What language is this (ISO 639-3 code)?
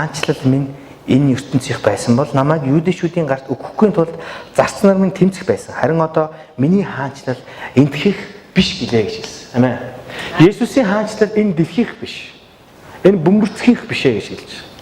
mon